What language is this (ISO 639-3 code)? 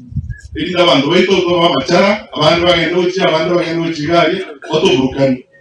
guz